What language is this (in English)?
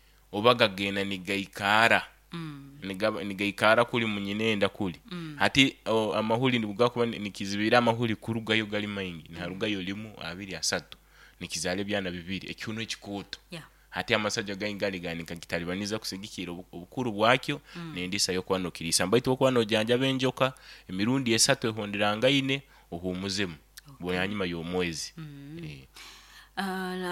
Nyoro